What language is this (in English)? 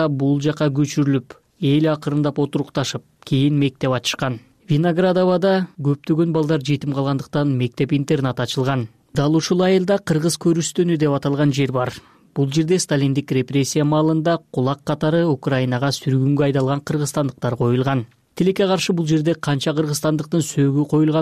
Kyrgyz